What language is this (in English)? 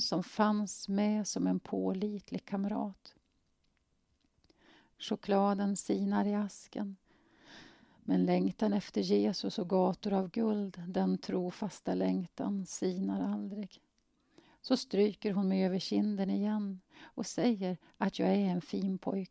Swedish